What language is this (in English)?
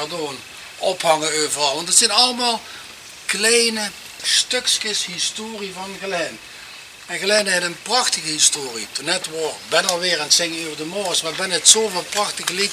Limburgish